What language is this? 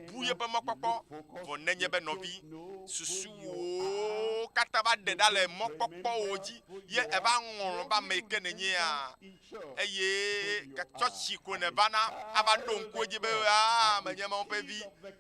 Ewe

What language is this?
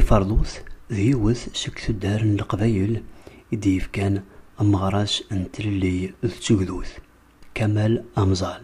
Kabyle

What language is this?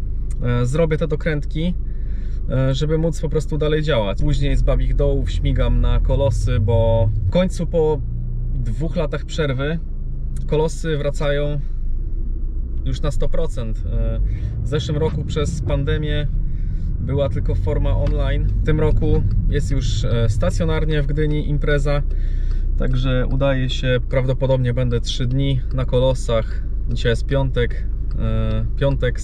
Polish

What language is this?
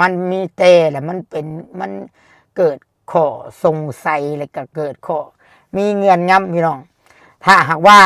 Lao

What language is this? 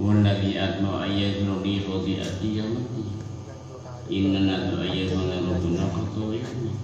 Madurese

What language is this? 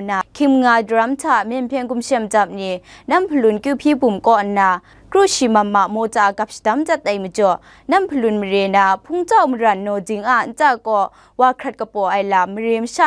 Kachin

